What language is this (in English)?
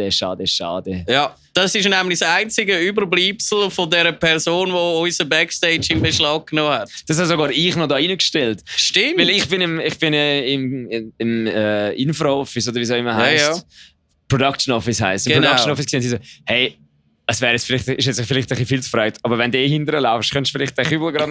Swiss German